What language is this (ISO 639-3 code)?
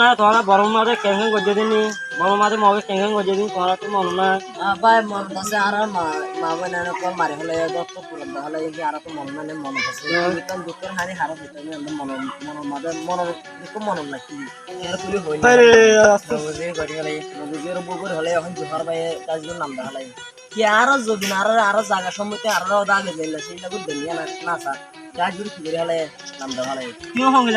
rhg